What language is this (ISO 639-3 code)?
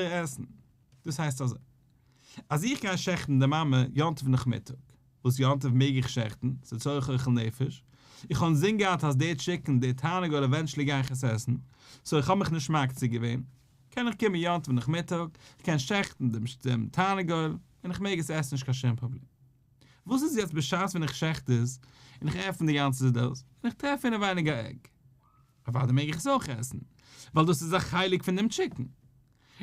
yid